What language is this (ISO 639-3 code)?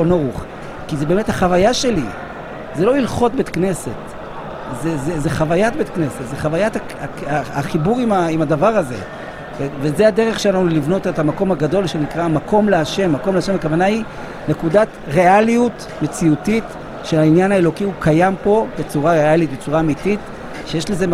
heb